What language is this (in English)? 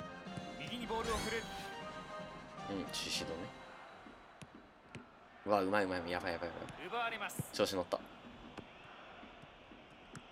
Japanese